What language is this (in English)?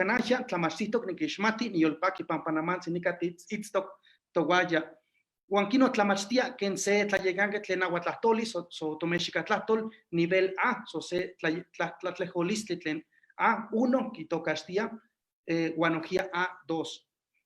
Eastern Huasteca Nahuatl